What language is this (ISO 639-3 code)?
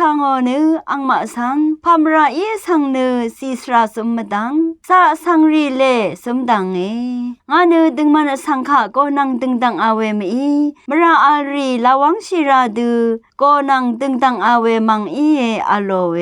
raw